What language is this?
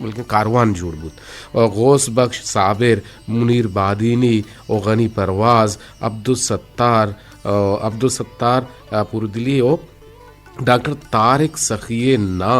Eastern Balochi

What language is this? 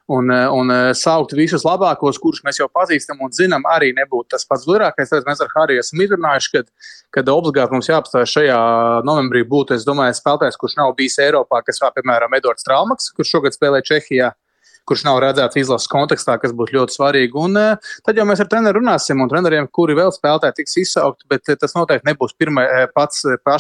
Latvian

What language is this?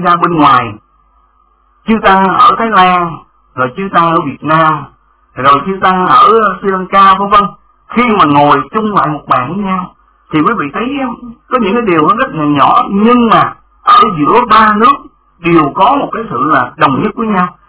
Vietnamese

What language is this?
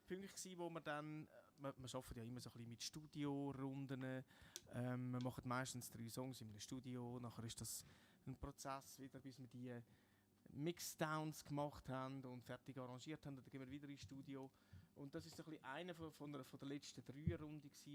Swiss German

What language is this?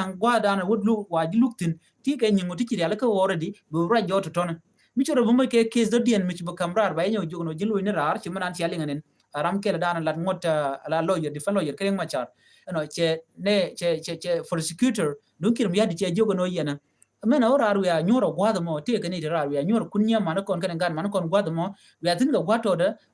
Nuer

